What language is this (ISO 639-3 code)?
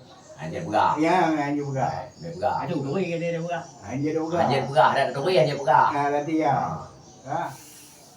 ace